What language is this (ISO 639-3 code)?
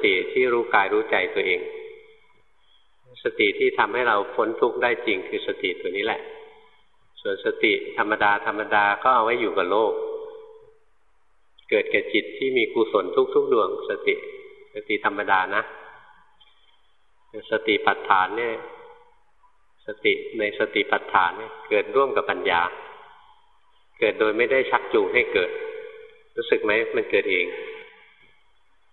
tha